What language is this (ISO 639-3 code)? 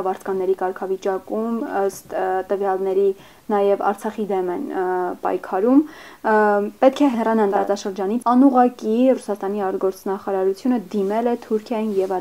hye